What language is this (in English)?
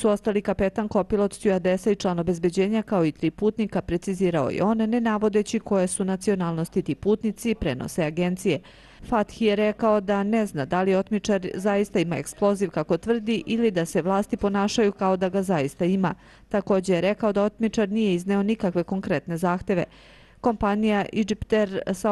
Serbian